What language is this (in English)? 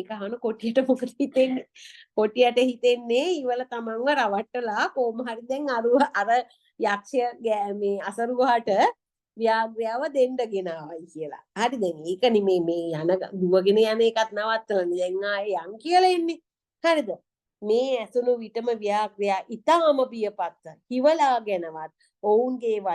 Sinhala